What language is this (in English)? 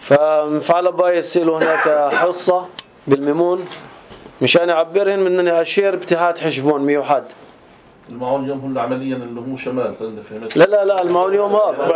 North Levantine Arabic